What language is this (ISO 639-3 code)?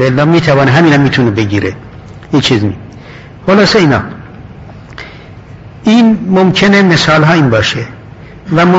fas